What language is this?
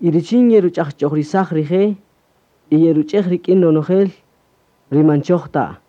Kaqchikel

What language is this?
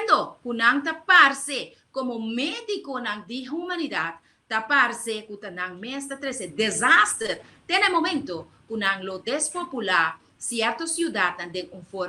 Papiamento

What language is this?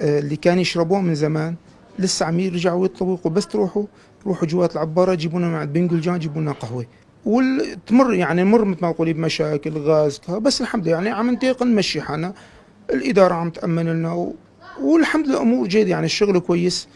North Levantine Arabic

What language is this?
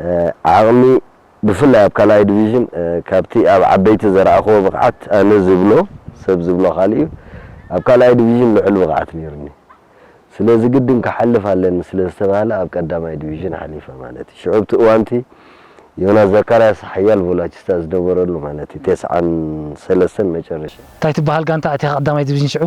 Tigrinya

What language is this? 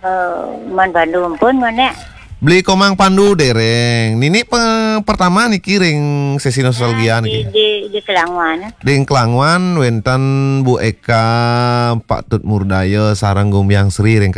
Balinese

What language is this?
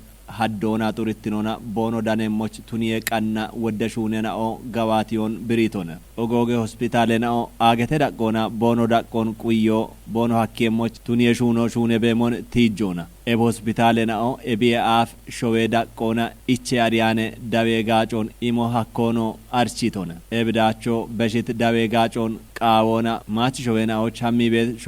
Kafa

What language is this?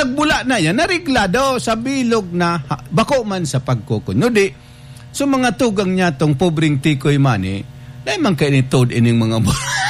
Bikol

